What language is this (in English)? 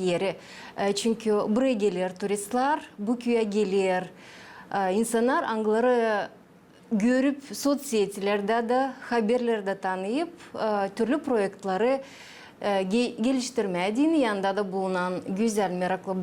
Gagauz